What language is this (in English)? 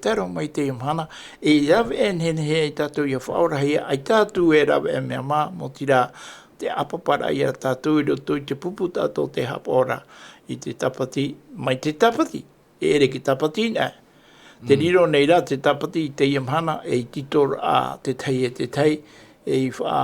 Tahitian